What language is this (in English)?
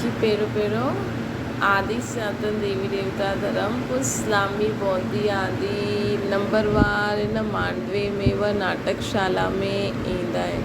Sindhi